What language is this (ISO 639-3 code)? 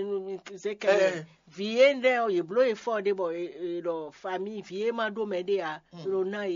fon